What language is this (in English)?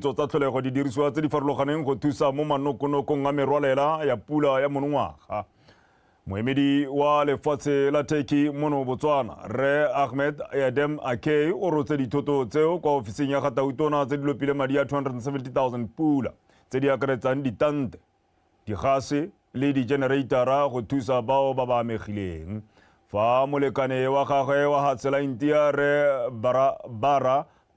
Tswana